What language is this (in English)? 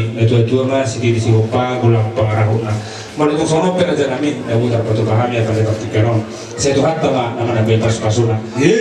Batak Toba